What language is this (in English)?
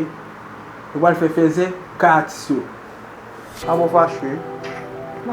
Haitian Creole